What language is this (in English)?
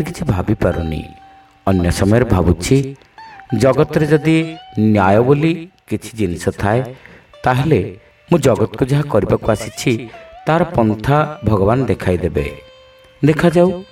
Odia